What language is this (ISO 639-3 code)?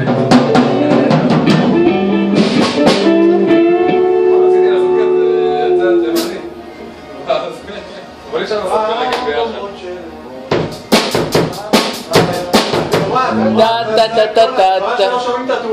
heb